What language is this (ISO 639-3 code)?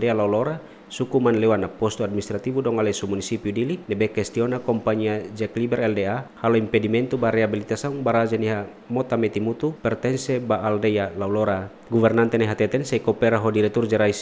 tet